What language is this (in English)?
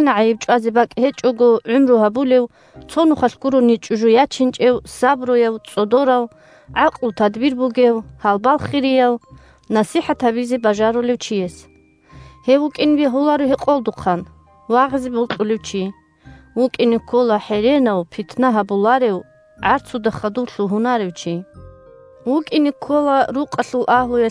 Avaric